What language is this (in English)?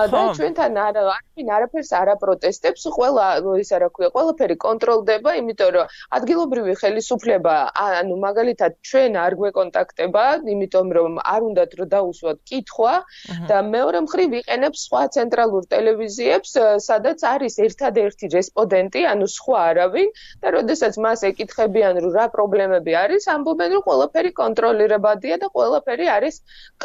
Georgian